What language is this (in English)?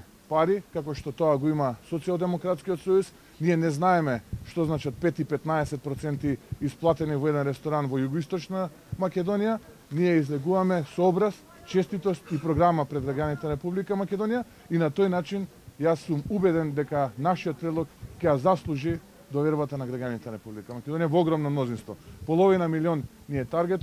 Macedonian